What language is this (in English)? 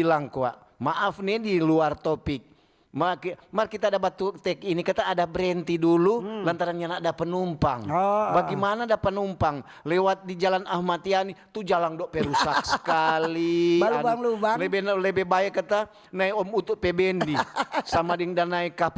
Manado Malay